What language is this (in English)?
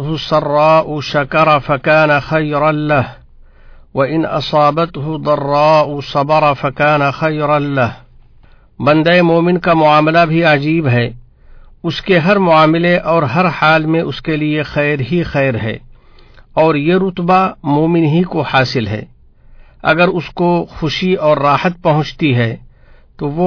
Urdu